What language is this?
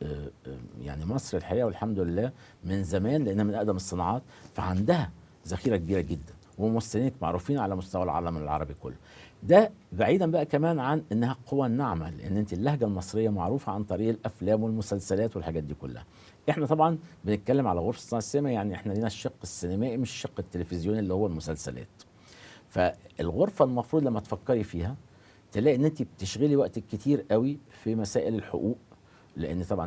Egyptian Arabic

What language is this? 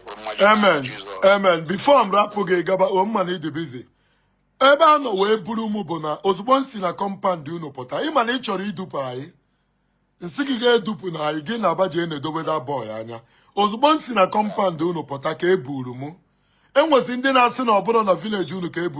Igbo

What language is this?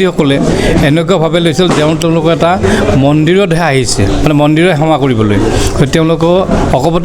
Assamese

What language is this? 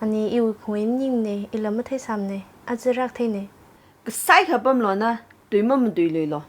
Tangkhul Naga (India)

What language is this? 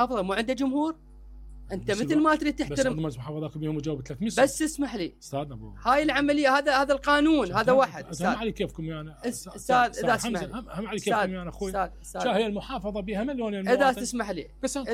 Mesopotamian Arabic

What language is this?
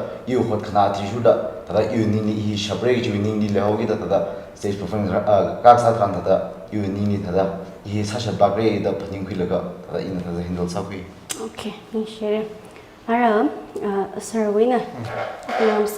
Tangkhul Naga (India)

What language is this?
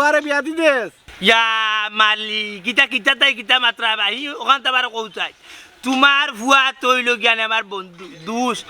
Sylheti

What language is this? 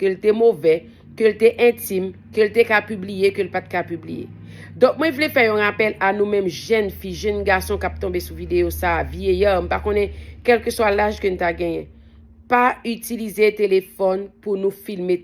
Haitian Creole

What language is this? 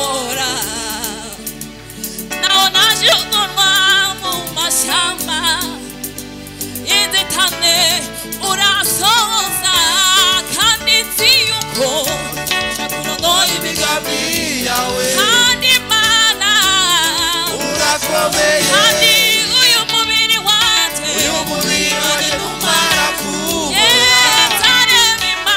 Kinyarwanda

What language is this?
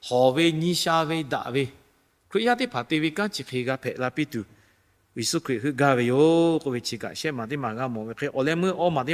Lahu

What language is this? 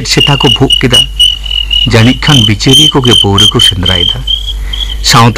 Santali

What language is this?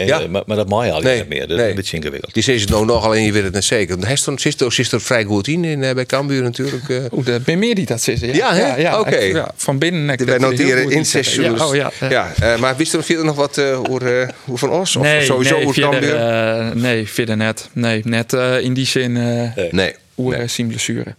Western Frisian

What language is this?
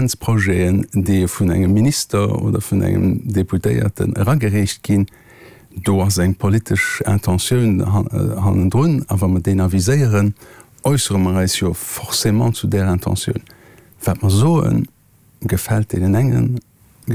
Luxembourgish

